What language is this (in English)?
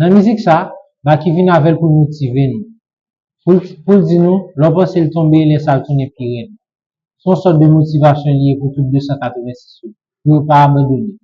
Haitian Creole